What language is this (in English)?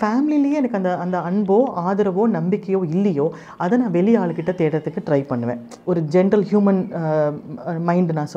Tamil